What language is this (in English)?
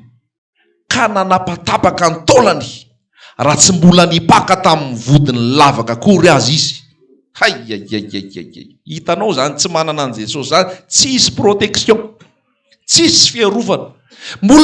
Malagasy